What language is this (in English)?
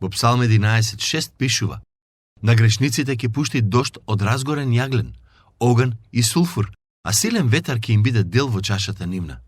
Macedonian